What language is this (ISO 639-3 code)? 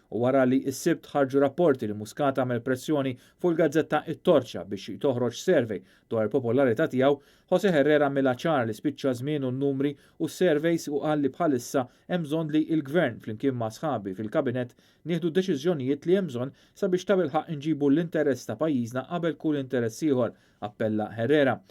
mlt